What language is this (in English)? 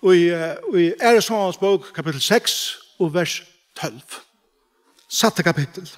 Faroese